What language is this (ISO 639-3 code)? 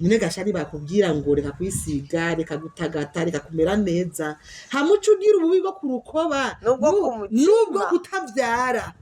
run